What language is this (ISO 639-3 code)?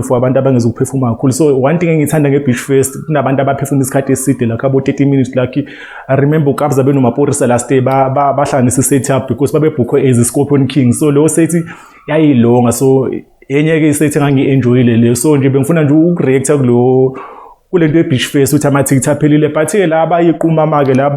zul